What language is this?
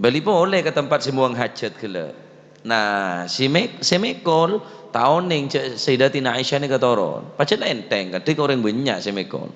Madurese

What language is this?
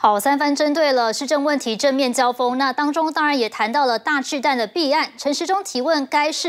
Chinese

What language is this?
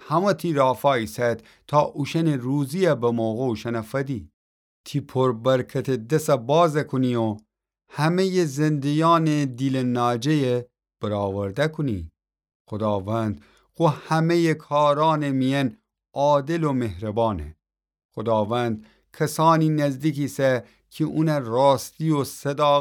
Gilaki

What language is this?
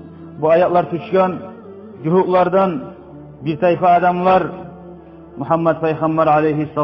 Kumyk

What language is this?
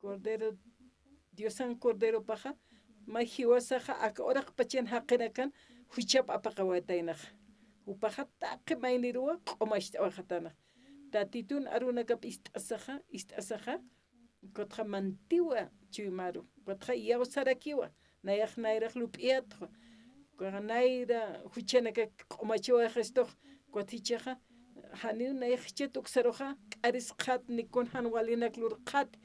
Aymara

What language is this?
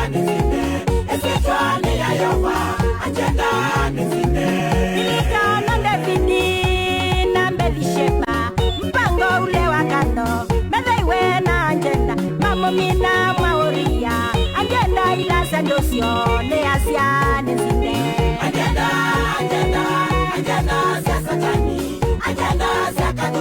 Kamba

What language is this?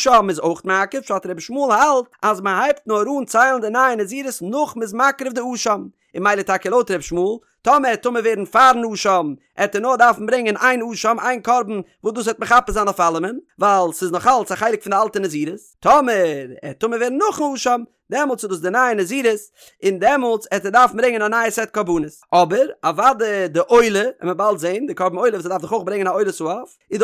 Yiddish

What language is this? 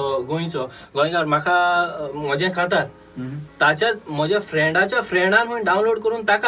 Konkani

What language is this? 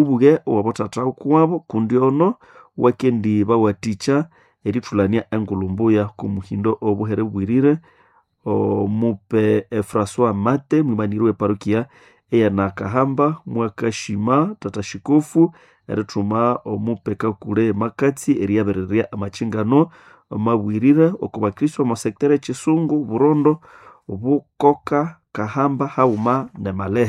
Nande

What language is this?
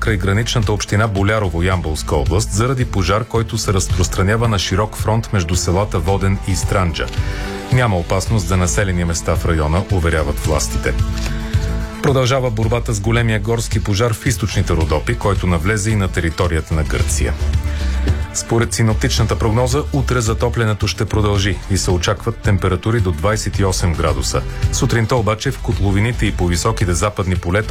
Bulgarian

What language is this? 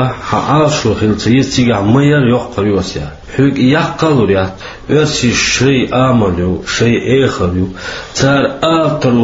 Chechen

